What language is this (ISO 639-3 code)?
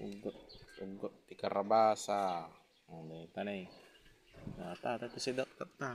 ilo